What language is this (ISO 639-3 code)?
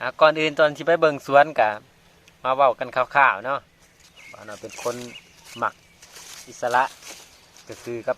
lao